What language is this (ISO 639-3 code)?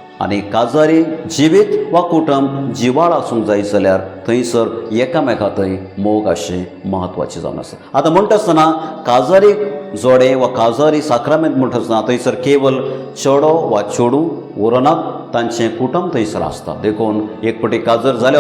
kok